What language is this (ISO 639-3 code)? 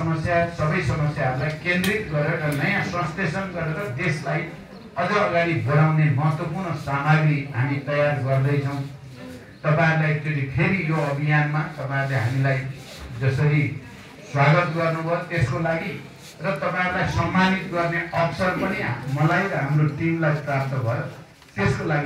nep